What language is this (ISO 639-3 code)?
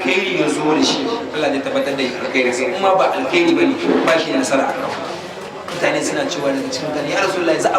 hau